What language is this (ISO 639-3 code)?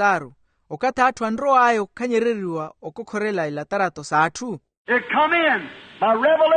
vmw